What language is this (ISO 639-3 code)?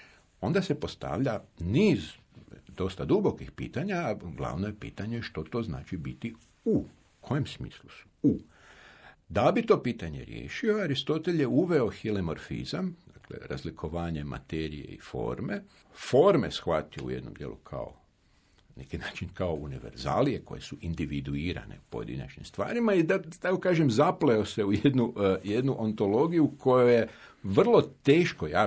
hrv